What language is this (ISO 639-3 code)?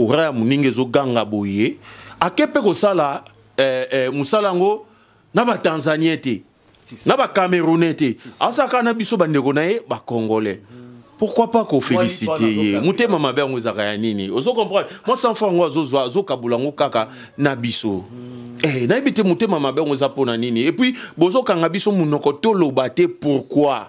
lin